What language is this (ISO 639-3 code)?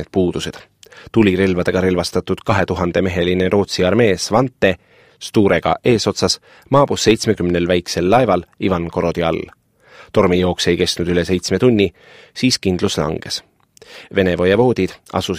est